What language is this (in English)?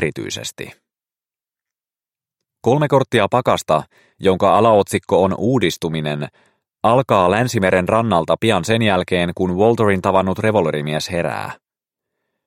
Finnish